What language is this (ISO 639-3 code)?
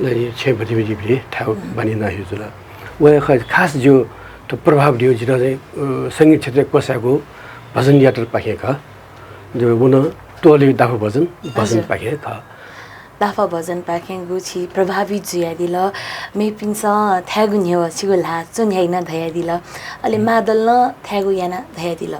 new